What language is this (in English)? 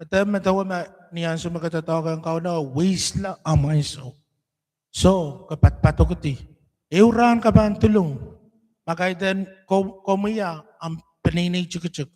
Pohnpeian